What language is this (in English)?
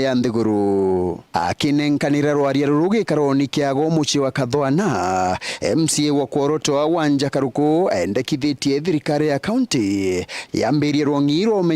Meru